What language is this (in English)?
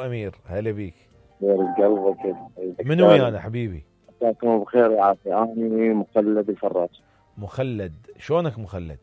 Mesopotamian Arabic